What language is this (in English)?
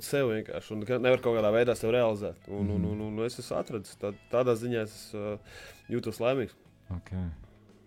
Latvian